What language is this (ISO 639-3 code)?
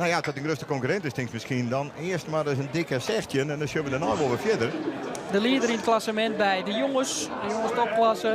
fry